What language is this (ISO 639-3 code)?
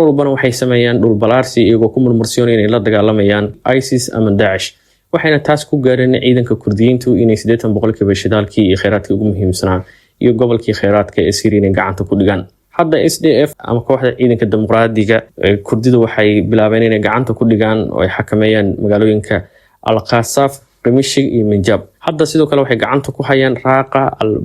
som